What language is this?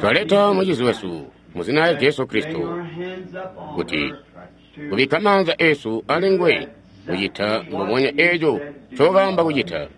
Tonga (Zambia)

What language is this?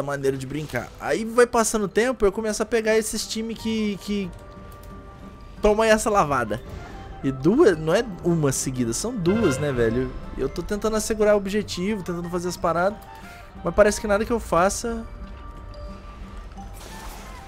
Portuguese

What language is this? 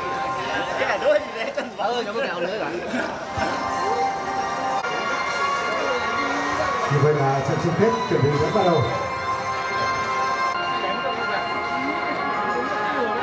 Vietnamese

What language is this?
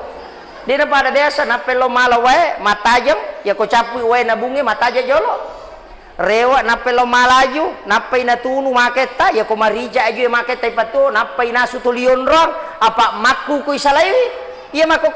Buginese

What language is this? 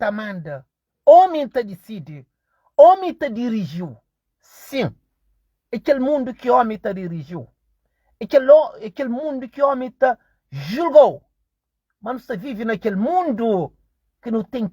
Kabuverdianu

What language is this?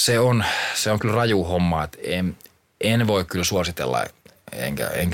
Finnish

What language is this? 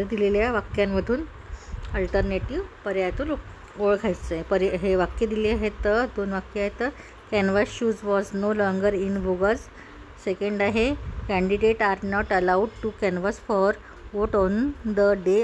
Marathi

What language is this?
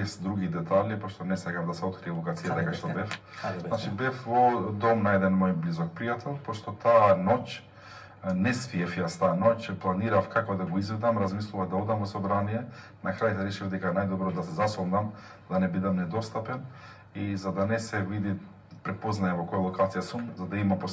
Macedonian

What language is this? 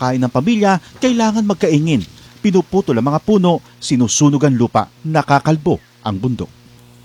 Filipino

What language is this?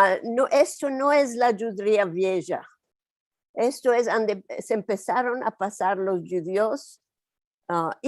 Ladino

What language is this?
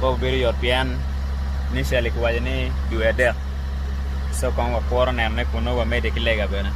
Acoli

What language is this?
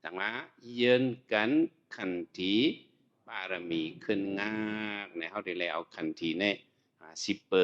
Shan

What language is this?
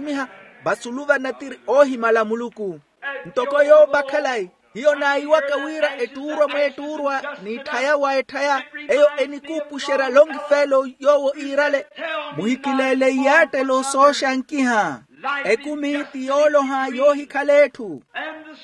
Makhuwa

